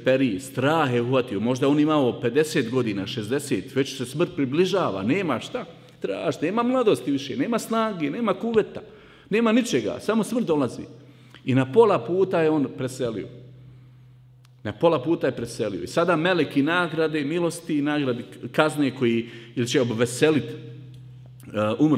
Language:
Bosnian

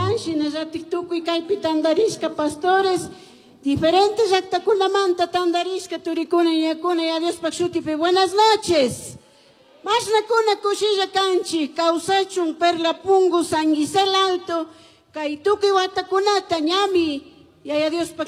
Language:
Chimborazo Highland Quichua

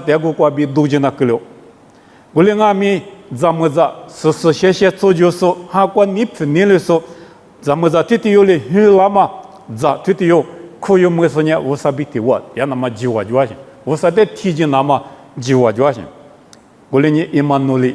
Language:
Lisu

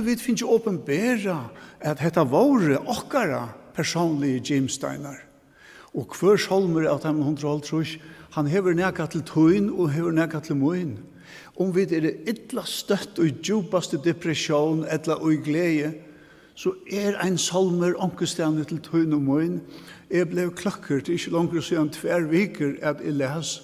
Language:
Faroese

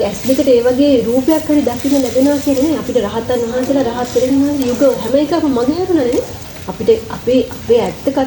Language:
Sinhala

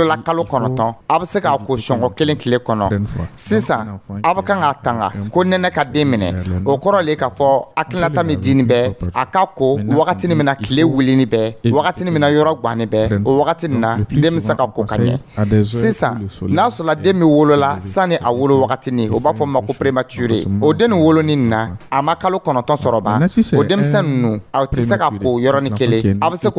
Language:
Dyula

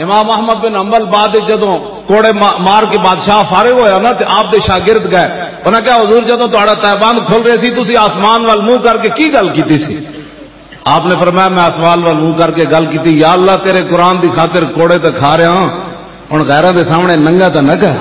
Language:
Western Panjabi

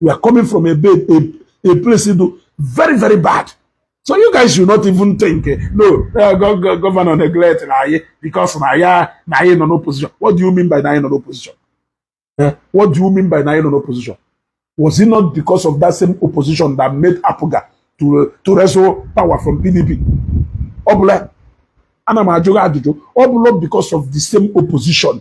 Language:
Igbo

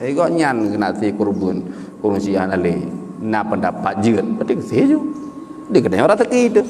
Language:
Achinese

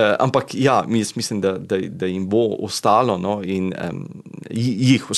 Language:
Slovenian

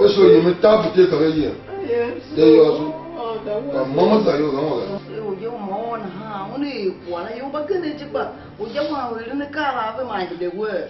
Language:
Tiv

